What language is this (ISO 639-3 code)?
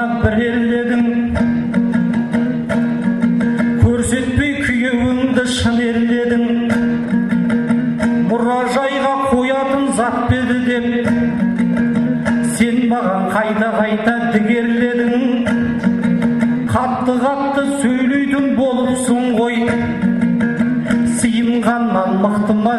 kaz